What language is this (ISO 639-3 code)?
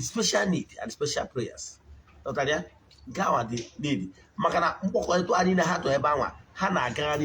ibo